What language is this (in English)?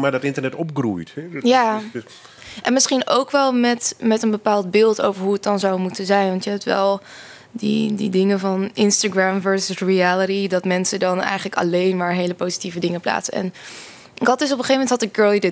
Dutch